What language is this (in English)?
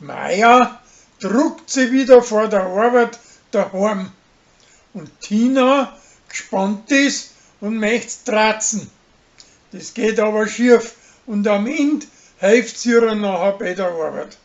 Bavarian